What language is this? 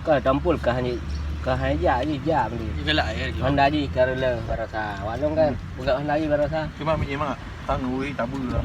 Achinese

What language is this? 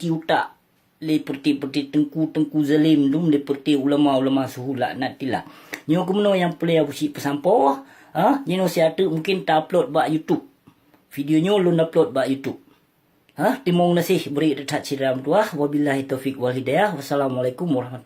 Achinese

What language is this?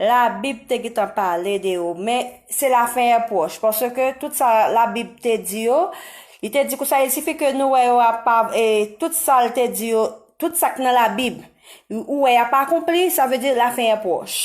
Haitian Creole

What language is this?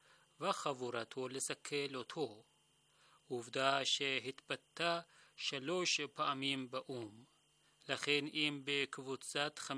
Hebrew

